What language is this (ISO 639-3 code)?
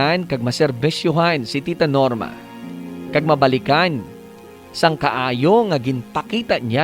hil